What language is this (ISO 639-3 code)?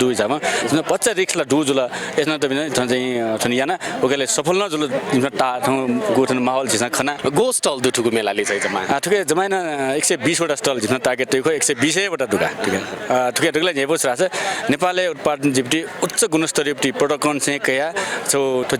new